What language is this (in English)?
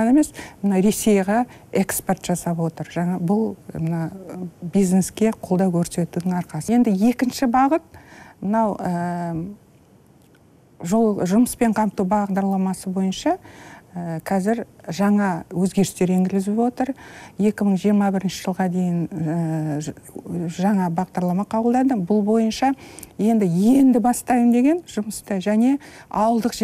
Kazakh